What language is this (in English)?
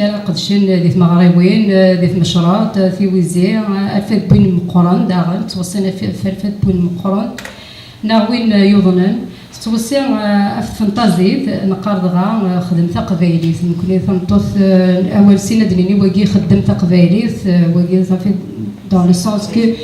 Kabyle